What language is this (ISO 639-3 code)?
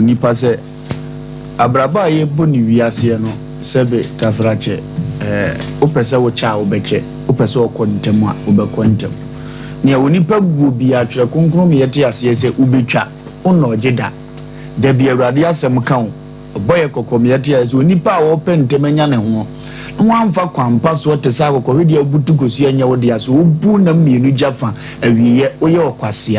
aka